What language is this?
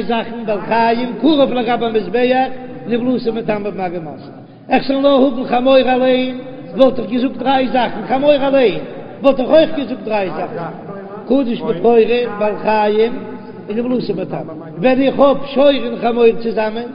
Yiddish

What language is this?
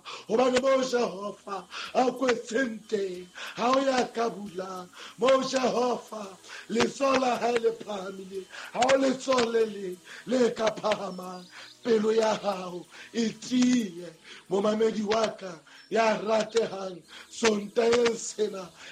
Southern Sotho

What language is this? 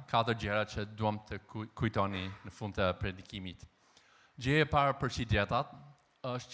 Albanian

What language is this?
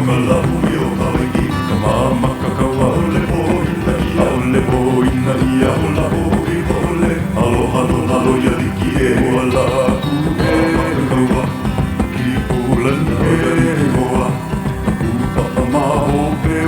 Hawaiian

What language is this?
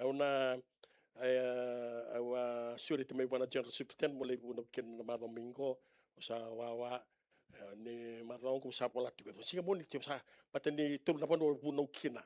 Fijian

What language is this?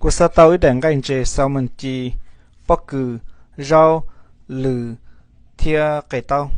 Hmong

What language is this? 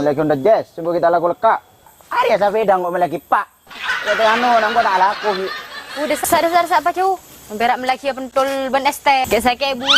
Madurese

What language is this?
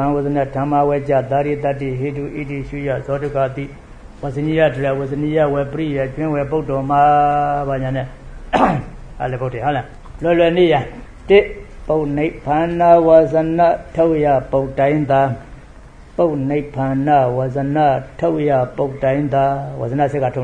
Burmese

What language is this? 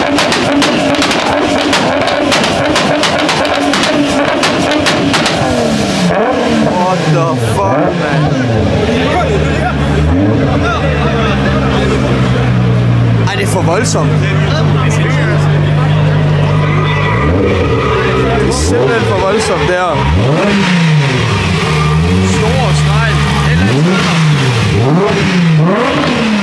Danish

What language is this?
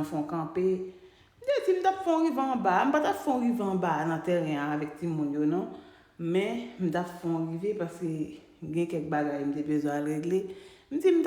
Haitian Creole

